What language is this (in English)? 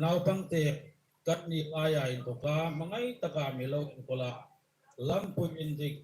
Hmar